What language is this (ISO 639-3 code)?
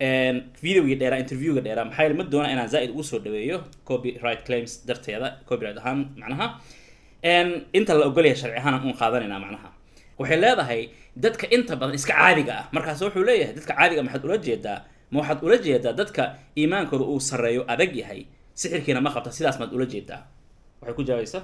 som